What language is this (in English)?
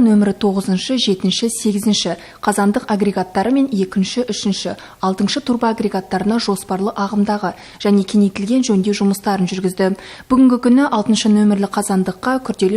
Kazakh